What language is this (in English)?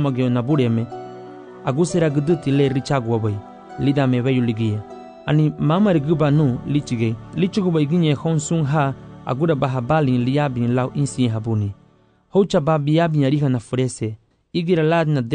Garifuna